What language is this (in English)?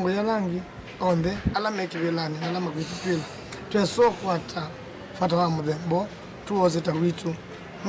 Kamba